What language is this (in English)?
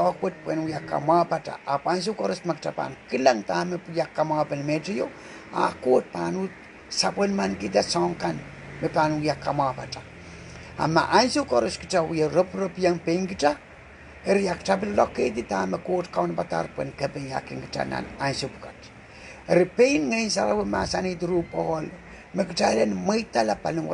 Pohnpeian